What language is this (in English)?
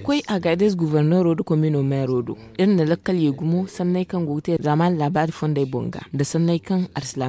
Zarma